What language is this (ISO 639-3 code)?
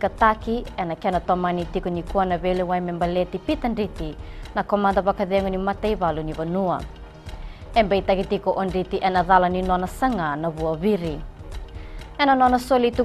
fij